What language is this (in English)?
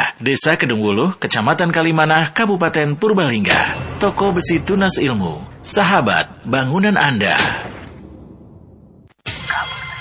Indonesian